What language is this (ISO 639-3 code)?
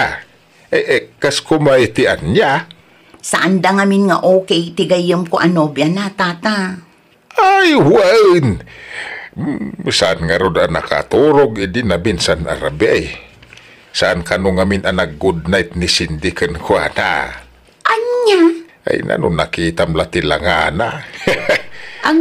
ilo